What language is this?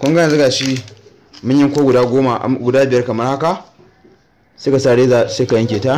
Hausa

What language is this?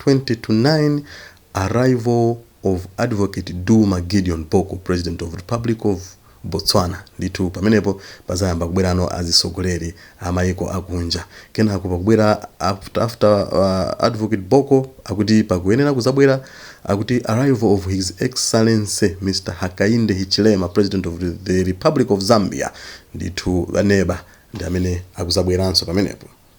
Nyanja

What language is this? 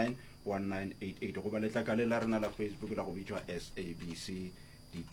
Northern Sotho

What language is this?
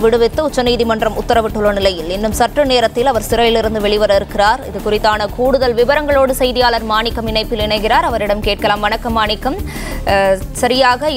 Tamil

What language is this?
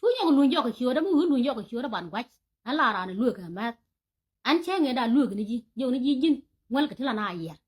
Nuer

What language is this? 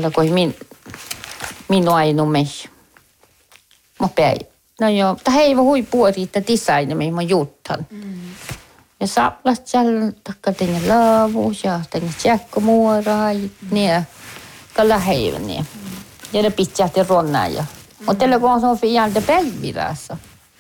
Northern Sami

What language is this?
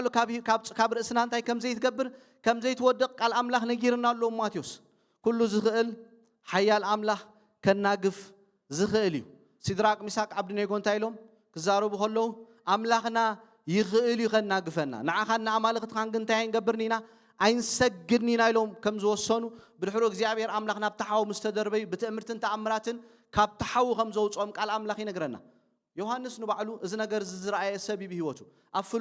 Tigrinya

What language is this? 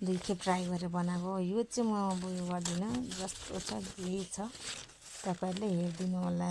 Nepali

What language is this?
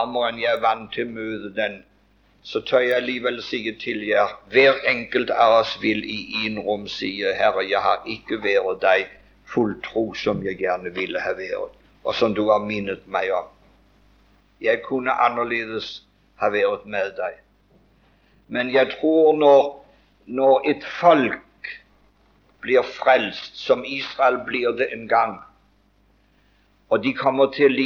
Norwegian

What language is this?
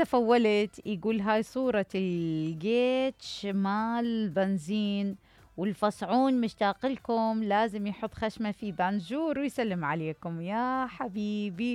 Mesopotamian Arabic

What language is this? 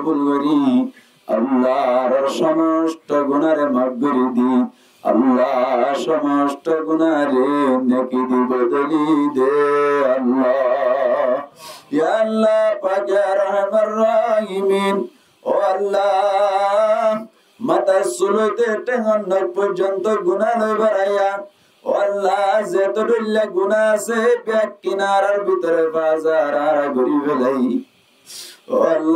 Rohingya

